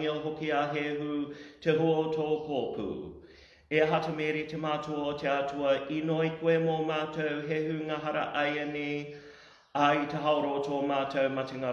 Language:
Māori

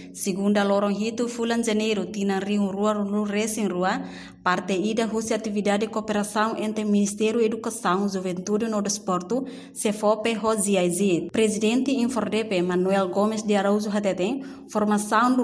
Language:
Tetum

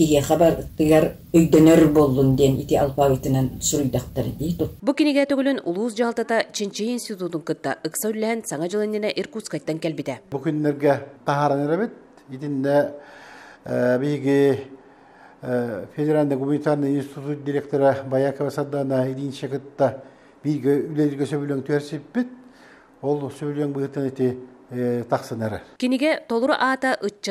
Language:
Yakut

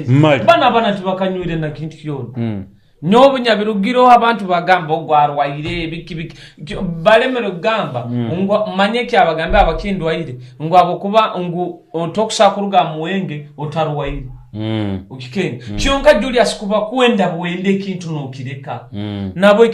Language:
Nyoro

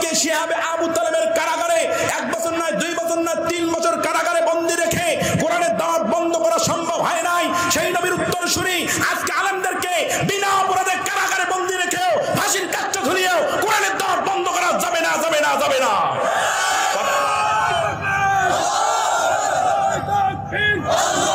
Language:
Bangla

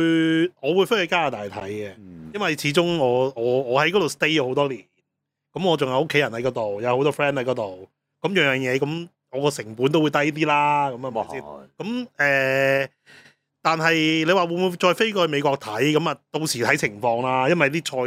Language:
Cantonese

